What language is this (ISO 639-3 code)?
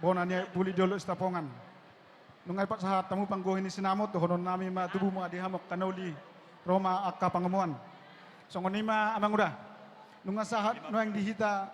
bbc